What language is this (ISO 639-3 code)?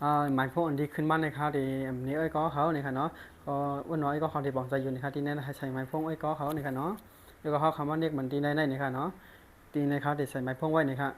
shn